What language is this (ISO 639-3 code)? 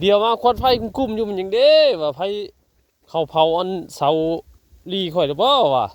tts